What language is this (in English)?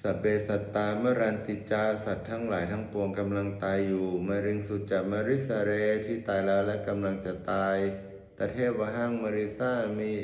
Pali